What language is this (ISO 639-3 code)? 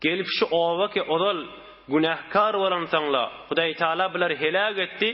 tuk